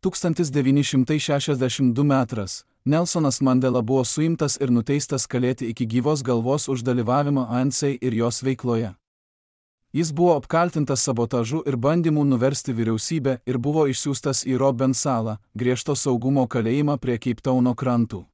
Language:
Lithuanian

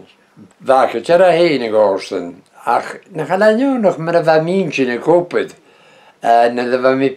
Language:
Breton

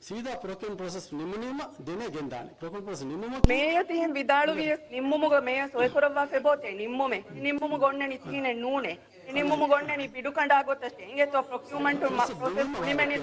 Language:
Divehi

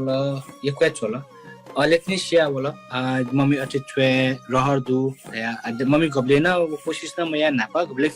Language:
Newari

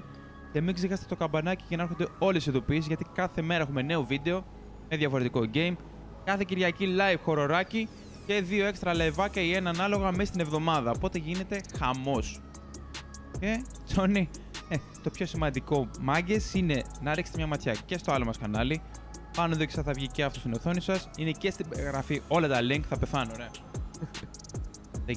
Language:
Greek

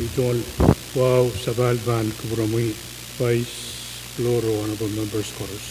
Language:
Pohnpeian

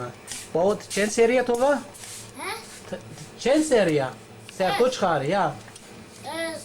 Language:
Zaza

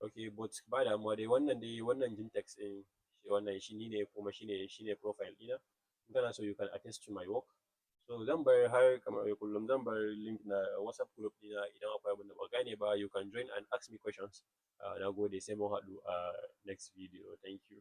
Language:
Hausa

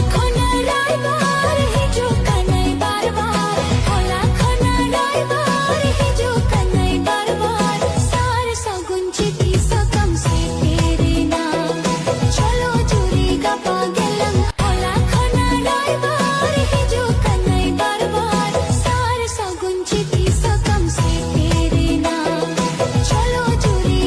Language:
Santali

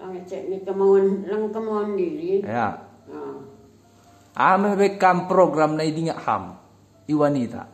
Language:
Batak Simalungun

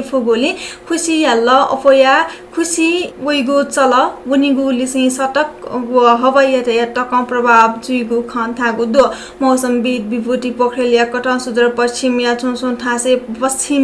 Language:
Newari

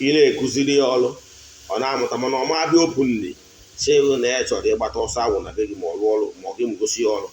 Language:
Igbo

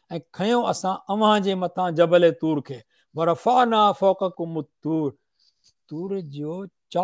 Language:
Sindhi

